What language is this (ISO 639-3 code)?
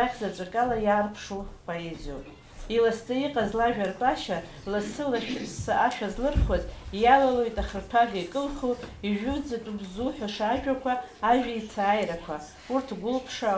abk